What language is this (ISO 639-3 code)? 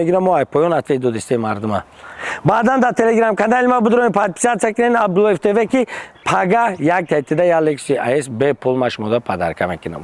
tgk